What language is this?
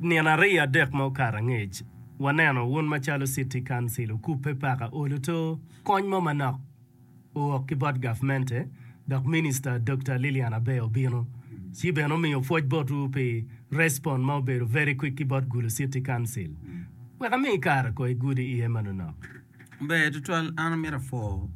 Acoli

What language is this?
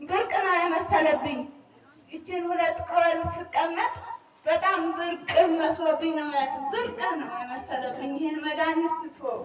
Amharic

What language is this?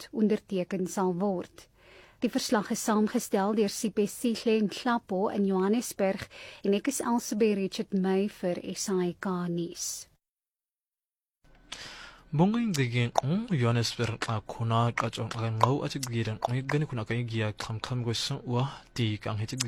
Afrikaans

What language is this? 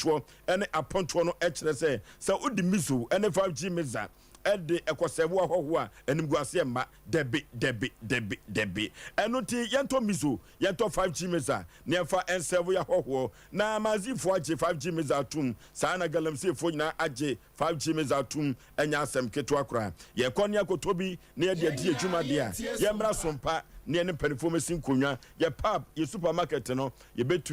Akan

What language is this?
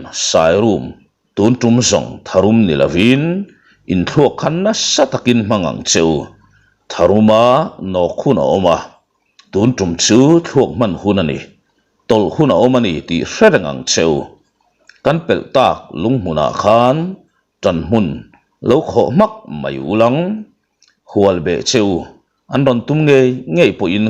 Mizo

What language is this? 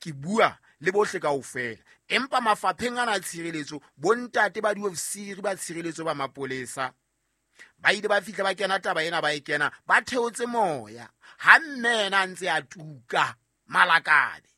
Southern Sotho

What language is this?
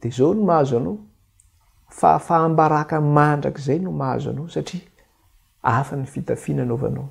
Malagasy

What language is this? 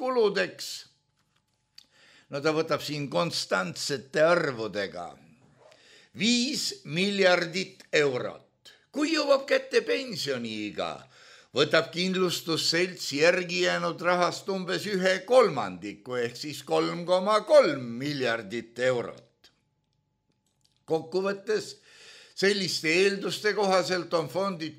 Estonian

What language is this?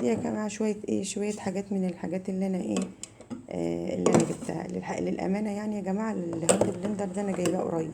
Egyptian Arabic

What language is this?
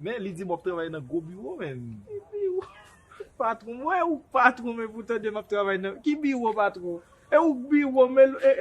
Haitian Creole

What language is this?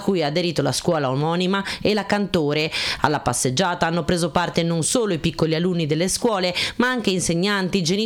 Italian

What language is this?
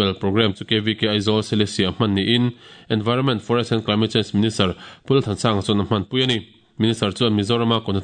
Mizo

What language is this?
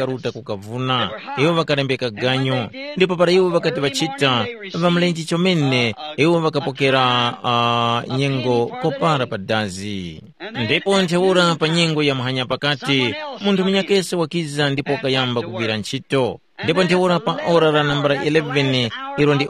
Tumbuka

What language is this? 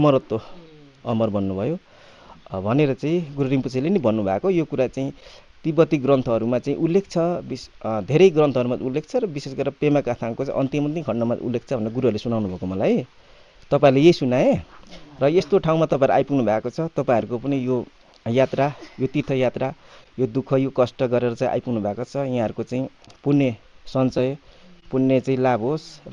Nepali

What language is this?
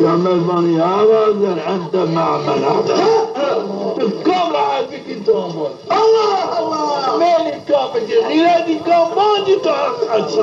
Zaza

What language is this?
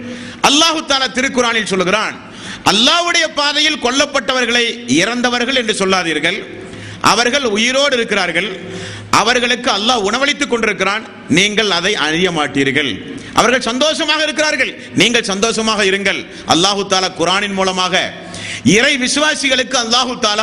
Tamil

